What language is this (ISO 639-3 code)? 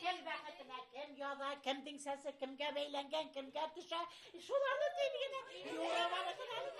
bak